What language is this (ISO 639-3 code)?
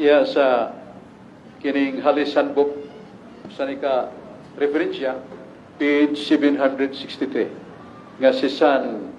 ceb